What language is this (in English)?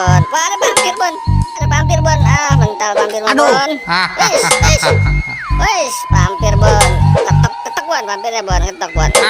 Betawi